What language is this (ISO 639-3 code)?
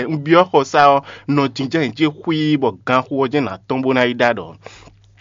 fon